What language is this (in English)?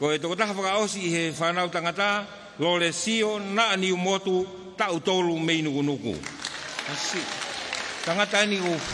Tongan